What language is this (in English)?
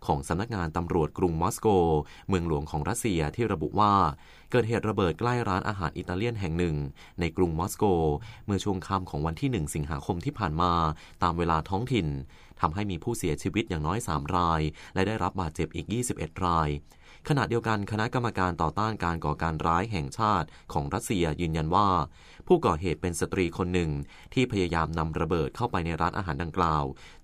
Thai